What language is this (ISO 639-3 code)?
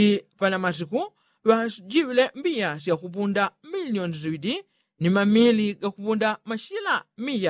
yao